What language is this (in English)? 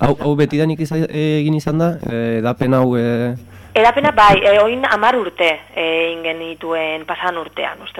Basque